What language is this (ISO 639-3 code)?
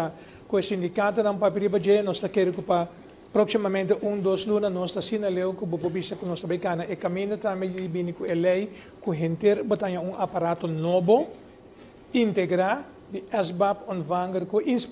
pap